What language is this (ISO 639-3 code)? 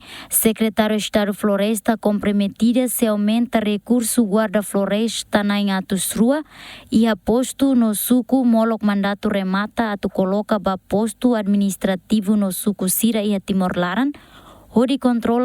tet